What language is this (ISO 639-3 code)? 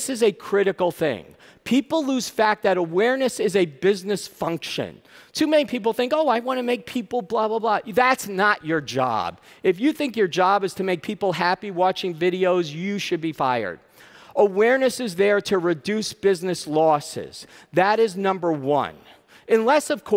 eng